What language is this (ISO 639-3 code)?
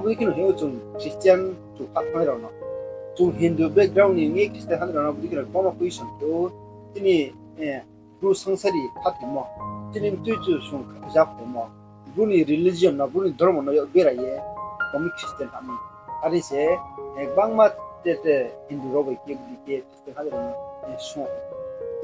ria